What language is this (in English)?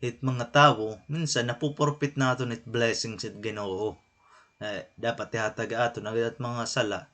Waray